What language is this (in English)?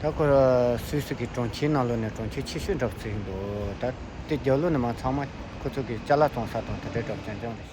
Tibetan